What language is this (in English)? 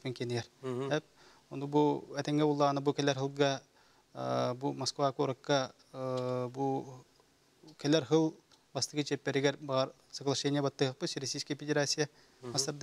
Yakut